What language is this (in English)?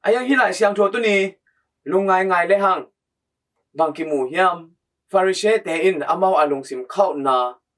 Tedim Chin